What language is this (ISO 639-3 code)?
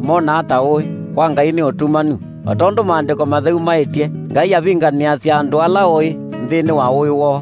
kam